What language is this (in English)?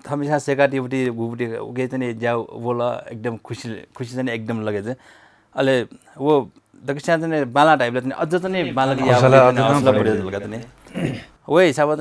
Newari